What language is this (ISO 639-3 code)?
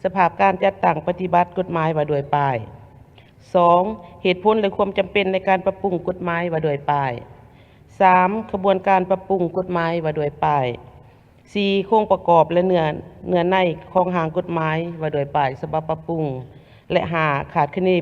lao